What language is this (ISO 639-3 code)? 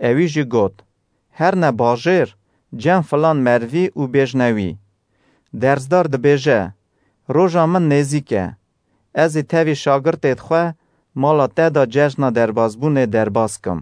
kur